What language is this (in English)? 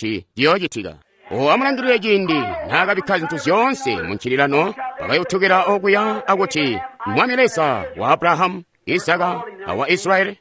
Tonga (Zambia)